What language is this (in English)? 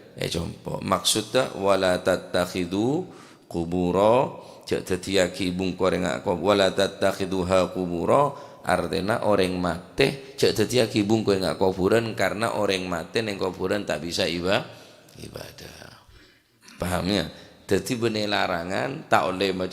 Madurese